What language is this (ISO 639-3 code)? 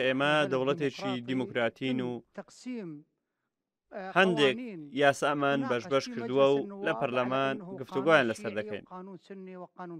ckb